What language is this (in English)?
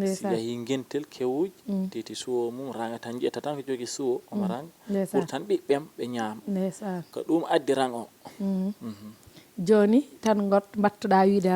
Fula